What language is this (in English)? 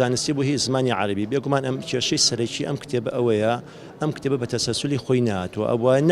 Central Kurdish